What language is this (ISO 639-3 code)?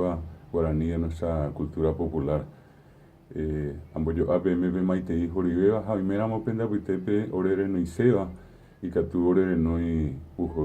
grn